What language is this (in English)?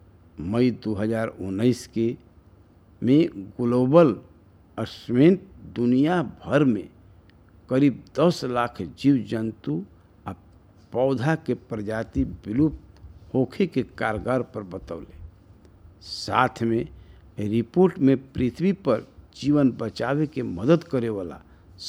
Bhojpuri